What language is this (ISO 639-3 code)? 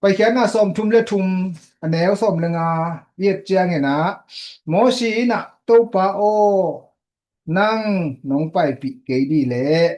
ctd